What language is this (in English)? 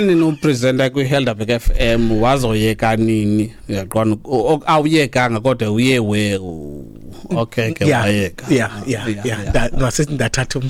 Xhosa